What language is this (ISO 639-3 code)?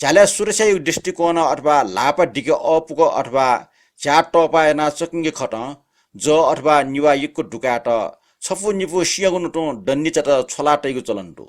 new